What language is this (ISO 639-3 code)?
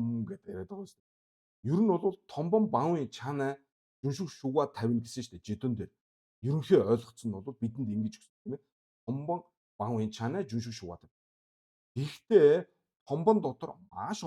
mon